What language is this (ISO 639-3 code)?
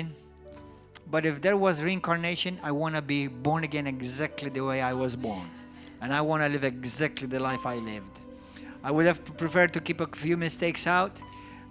eng